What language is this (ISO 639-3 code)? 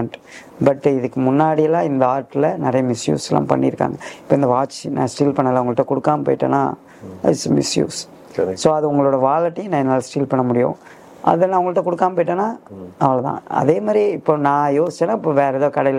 tam